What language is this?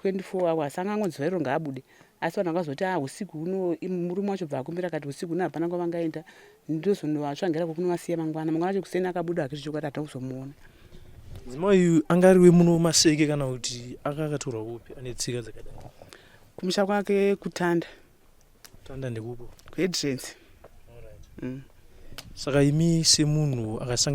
Shona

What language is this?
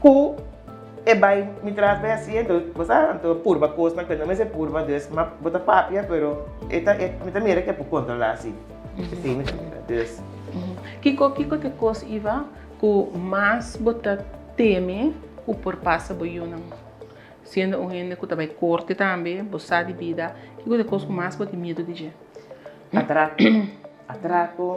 Papiamento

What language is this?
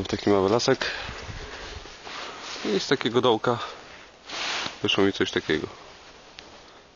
Polish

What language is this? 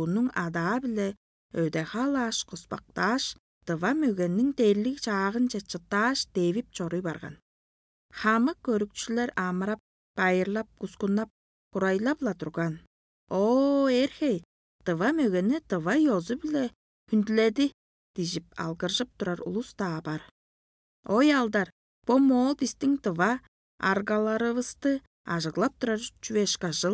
Tuvinian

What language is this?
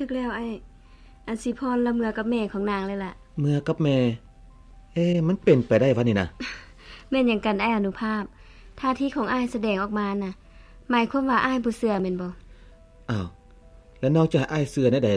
Lao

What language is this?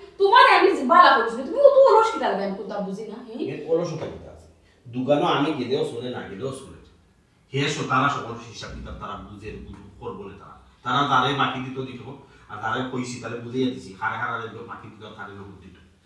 Sylheti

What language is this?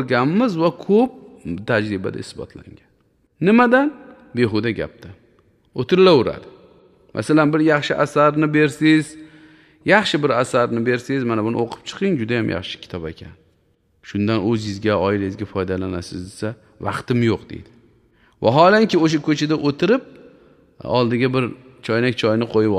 Uzbek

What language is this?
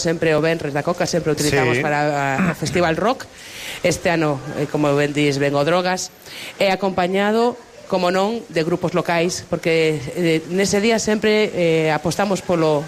Galician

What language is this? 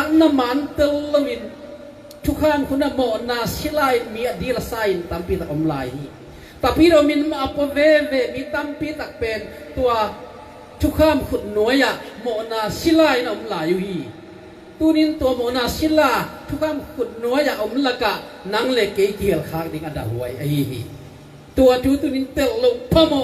Tedim Chin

